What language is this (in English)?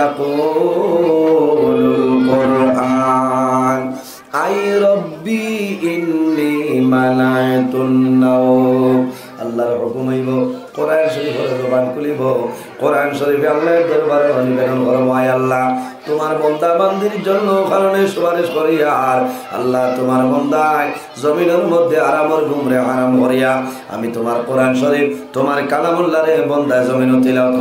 Sylheti